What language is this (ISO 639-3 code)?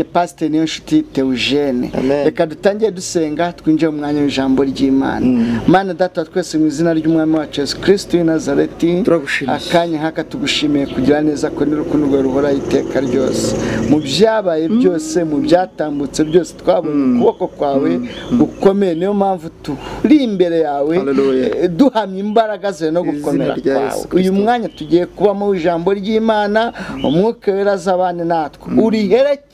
kin